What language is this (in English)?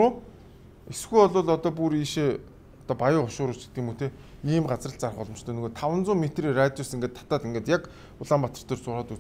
Mongolian